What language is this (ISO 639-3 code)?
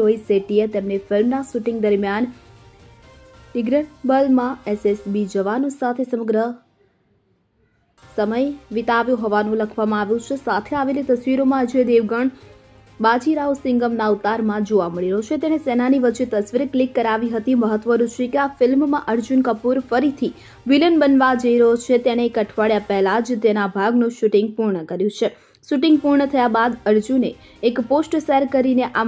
guj